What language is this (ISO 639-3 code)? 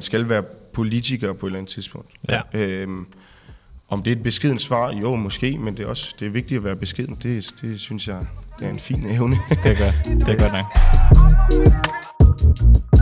dan